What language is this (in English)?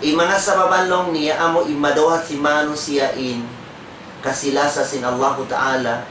Tausug